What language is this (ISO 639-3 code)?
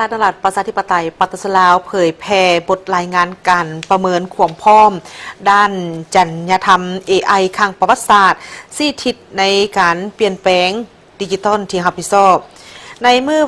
lao